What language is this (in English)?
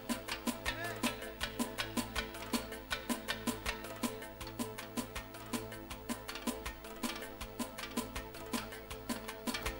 Romanian